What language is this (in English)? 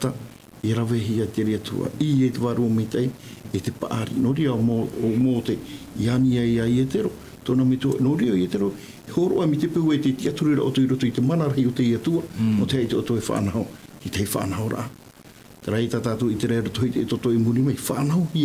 Tahitian